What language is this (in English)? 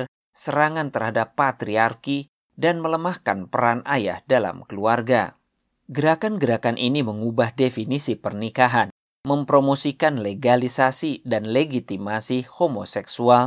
Indonesian